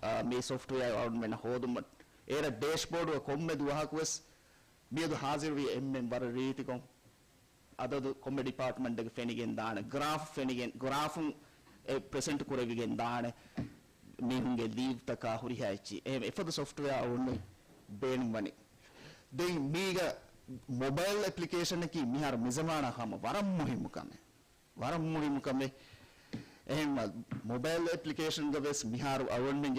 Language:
Divehi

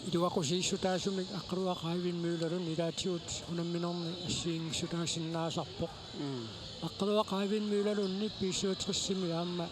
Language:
Kalaallisut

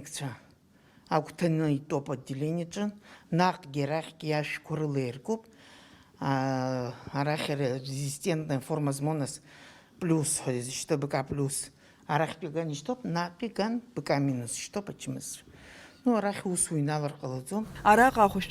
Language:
Abkhazian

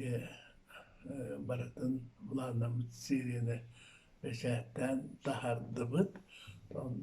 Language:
Yakut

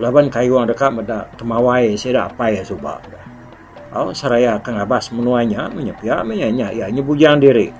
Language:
Iban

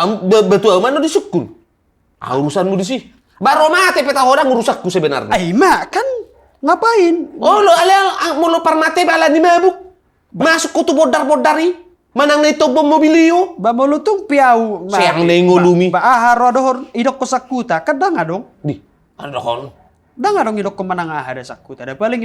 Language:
Batak Toba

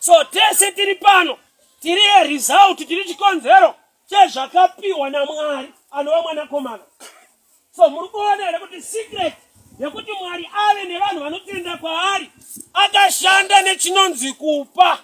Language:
Shona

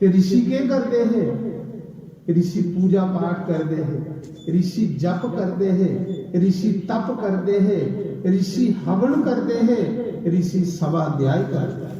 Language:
Dogri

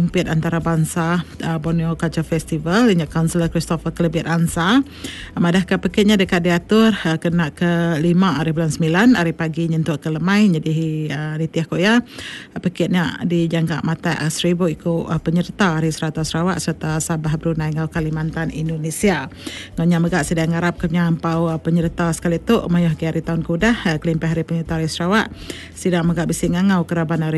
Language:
Iban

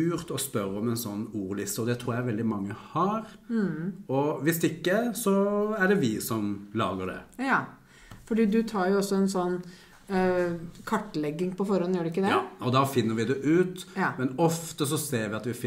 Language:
Norwegian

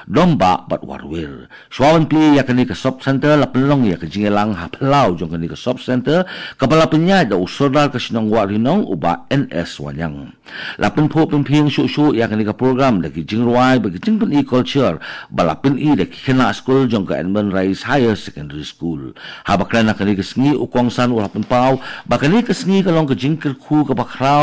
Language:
Khasi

